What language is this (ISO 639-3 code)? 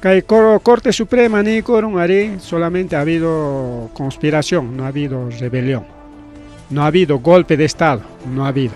quy